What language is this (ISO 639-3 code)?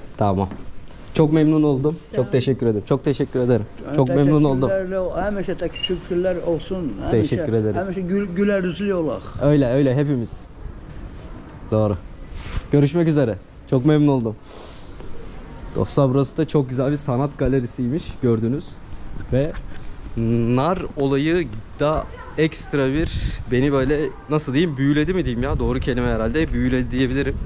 tur